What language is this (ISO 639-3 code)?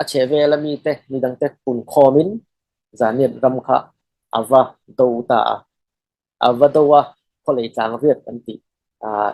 cfm